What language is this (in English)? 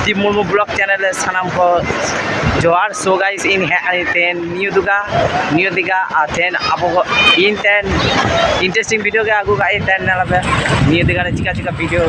Santali